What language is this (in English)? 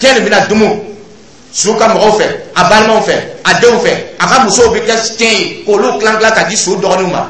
Dyula